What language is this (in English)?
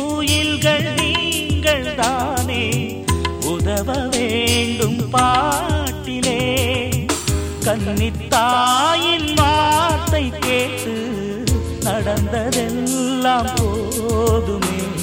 Tamil